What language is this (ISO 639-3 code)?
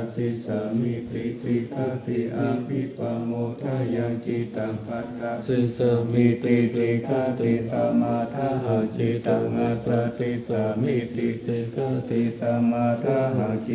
pli